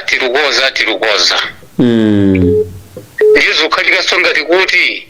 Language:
Nyanja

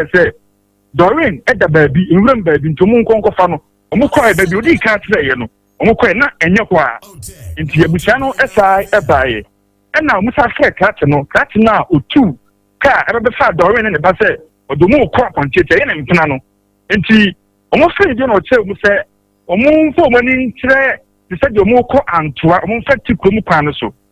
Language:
Akan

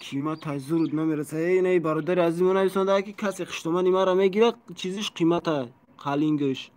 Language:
Tajik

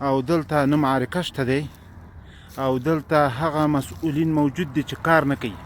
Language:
Pashto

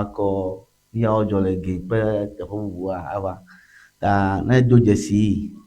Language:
Ewe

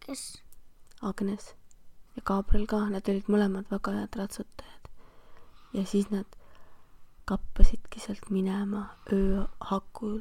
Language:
Estonian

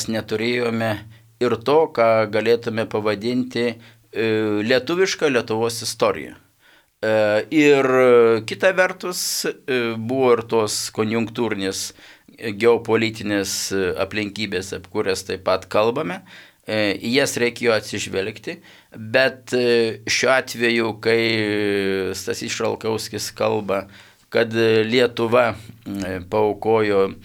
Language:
Lithuanian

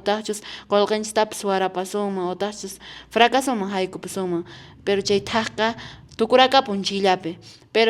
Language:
Quechua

